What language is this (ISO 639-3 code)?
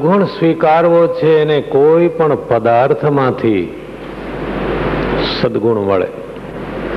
guj